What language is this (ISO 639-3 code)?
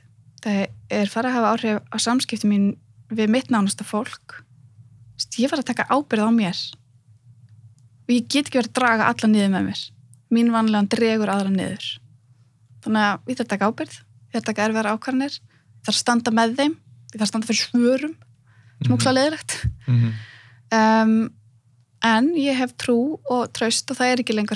isl